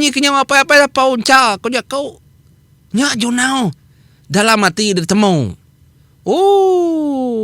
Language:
Iban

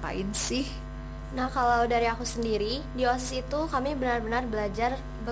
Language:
Indonesian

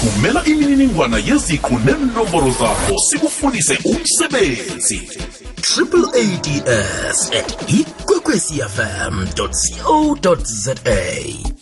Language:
South Ndebele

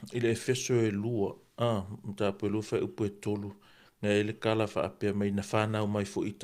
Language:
Samoan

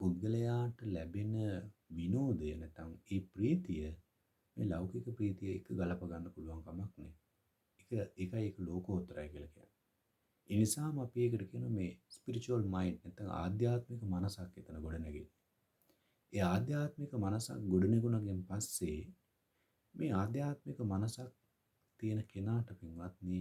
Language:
Sinhala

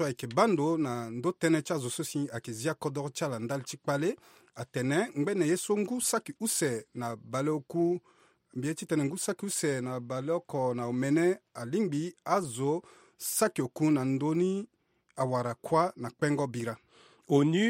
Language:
Sango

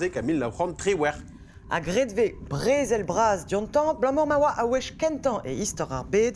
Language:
Breton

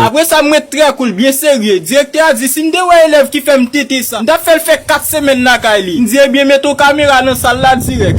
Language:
Haitian Creole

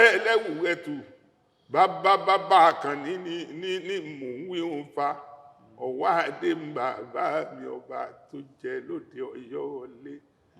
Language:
Yoruba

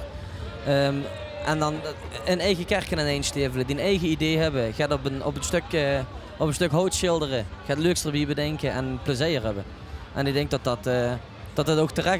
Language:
Limburgish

